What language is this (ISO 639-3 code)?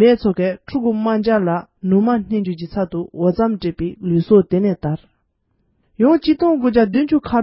bod